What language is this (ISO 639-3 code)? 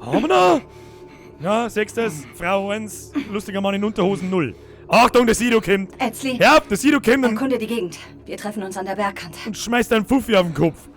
bar